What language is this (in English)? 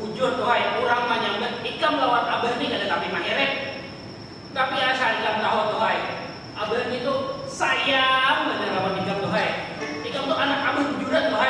Banjar